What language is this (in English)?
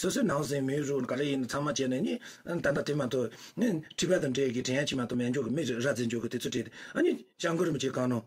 Tibetan